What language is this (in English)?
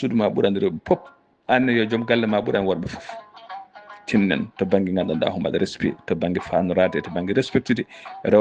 Fula